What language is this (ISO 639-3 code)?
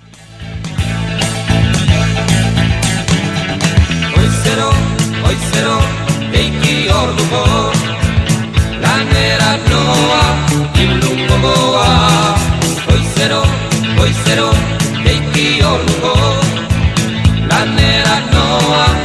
eus